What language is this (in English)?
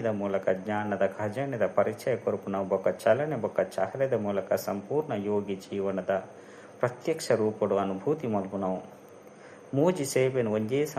Tulu